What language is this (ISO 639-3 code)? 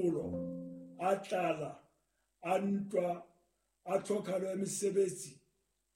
sot